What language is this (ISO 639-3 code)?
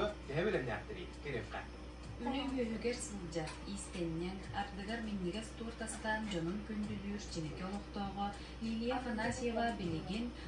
sah